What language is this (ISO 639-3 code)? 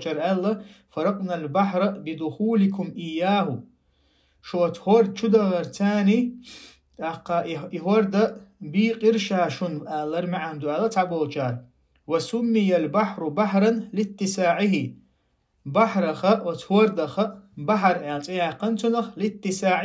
che